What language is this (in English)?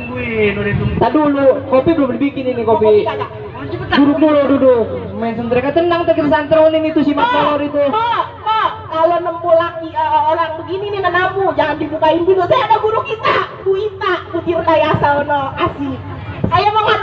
Betawi